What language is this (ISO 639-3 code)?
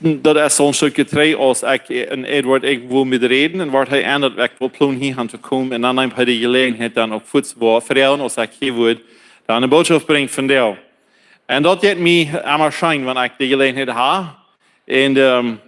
pdt